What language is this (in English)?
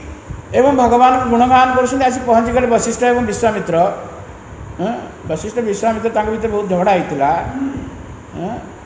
Odia